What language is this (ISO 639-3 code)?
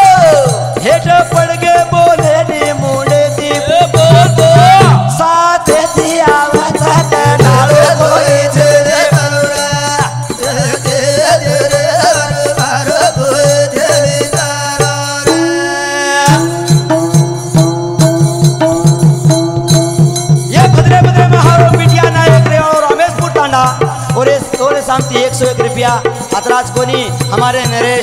lmn